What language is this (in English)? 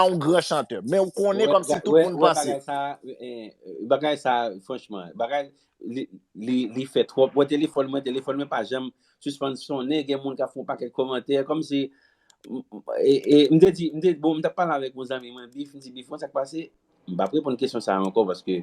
Haitian Creole